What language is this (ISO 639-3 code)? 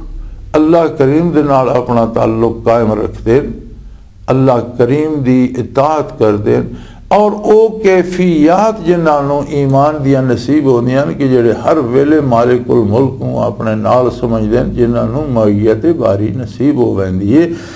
lah